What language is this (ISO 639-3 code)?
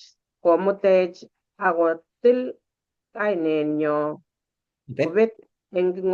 kln